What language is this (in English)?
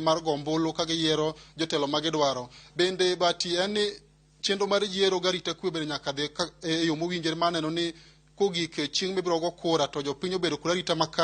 Luo (Kenya and Tanzania)